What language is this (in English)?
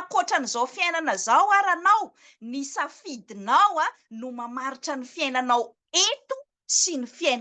Malagasy